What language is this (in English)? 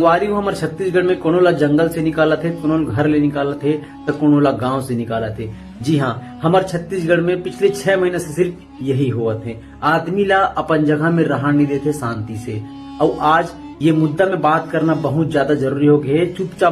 Chhattisgarhi